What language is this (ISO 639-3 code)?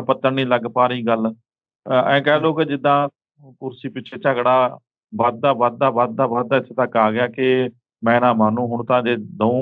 pan